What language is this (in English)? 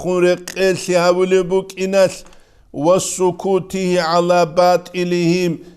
Avaric